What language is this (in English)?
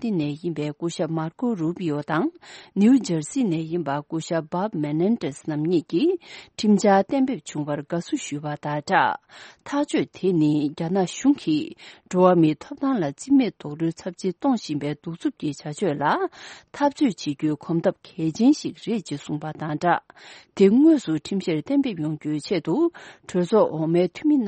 Tibetan